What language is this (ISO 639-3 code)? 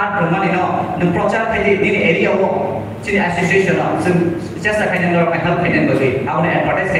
trp